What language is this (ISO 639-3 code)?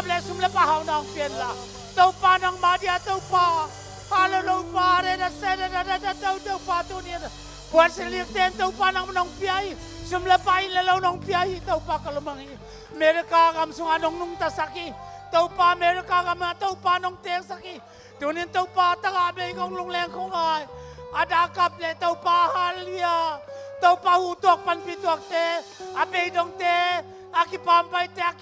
ctd